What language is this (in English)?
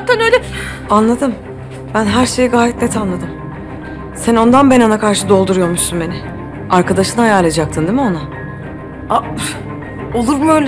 Turkish